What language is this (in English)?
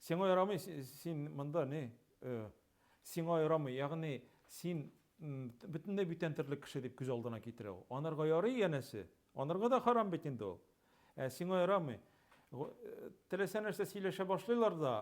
Tatar